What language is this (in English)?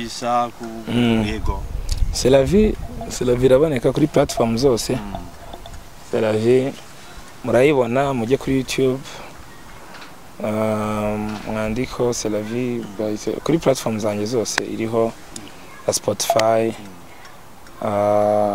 Kinyarwanda